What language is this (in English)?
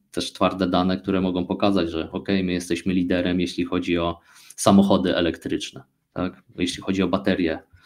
Polish